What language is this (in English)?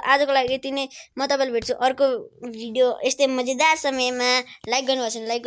Nepali